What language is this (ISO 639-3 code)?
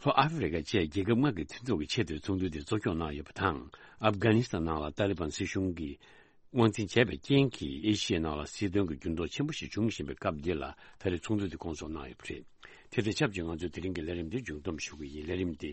bod